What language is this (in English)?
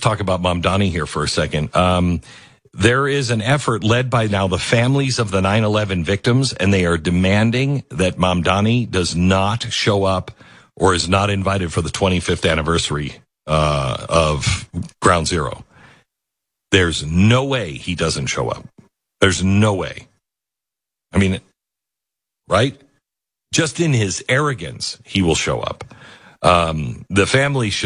English